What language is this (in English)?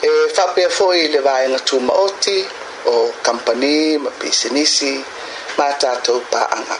Samoan